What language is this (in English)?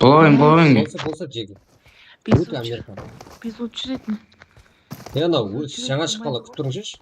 Kara-Kalpak